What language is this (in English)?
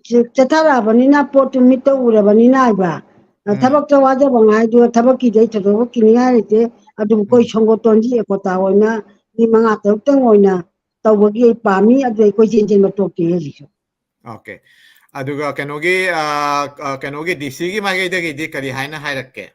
Manipuri